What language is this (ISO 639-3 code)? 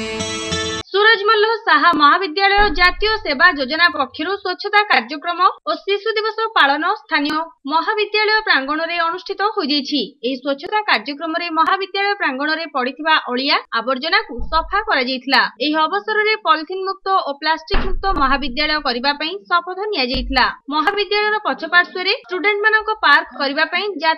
ori